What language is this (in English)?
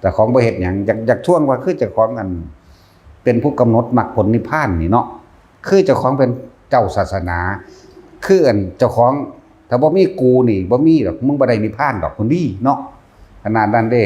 Northeastern Thai